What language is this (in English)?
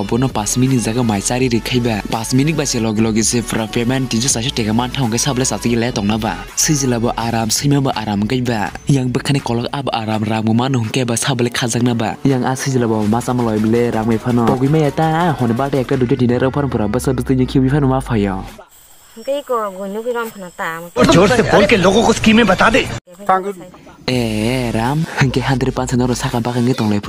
Kok Borok